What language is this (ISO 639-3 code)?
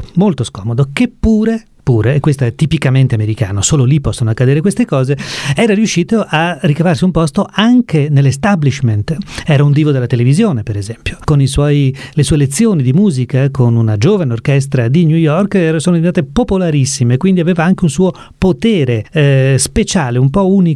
ita